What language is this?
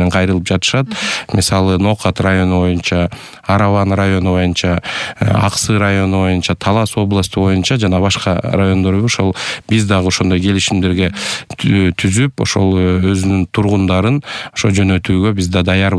Kyrgyz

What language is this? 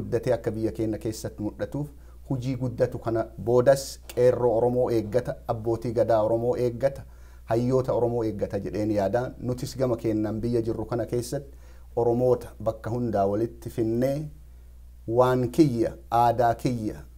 Oromo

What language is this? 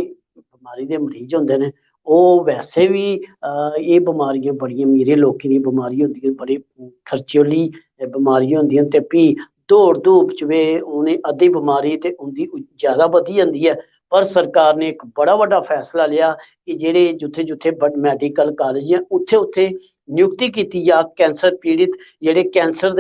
Dogri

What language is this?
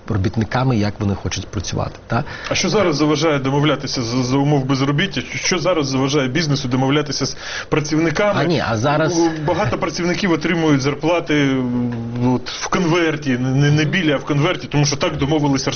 Ukrainian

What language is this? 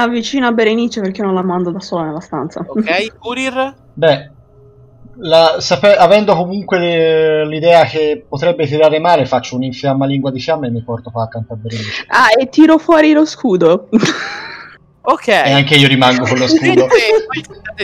Italian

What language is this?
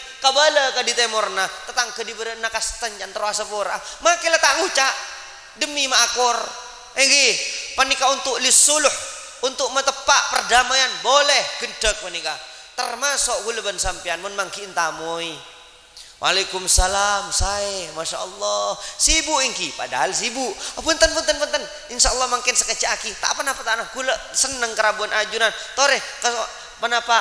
Madurese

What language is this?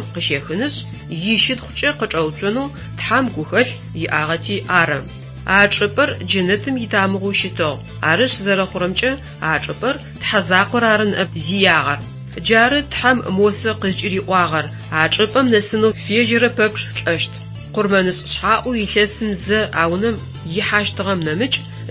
Adyghe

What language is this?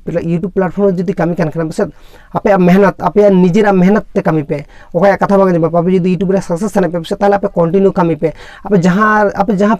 Santali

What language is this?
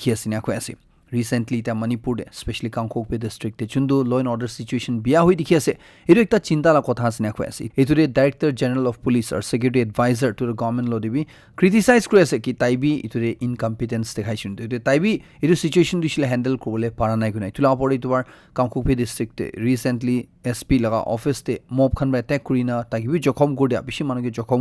Naga Pidgin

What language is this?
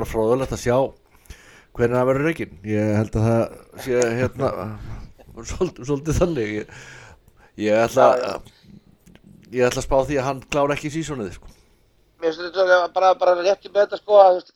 Icelandic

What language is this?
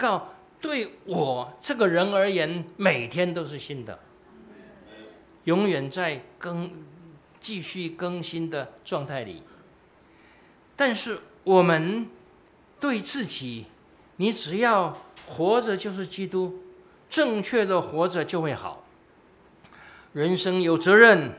Chinese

